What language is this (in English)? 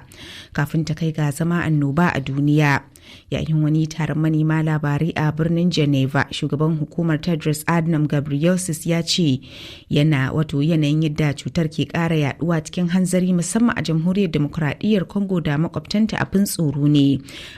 Hausa